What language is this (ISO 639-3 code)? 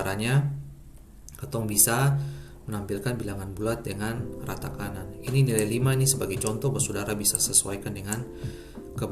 abs